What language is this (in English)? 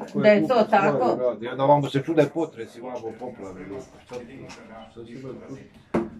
Croatian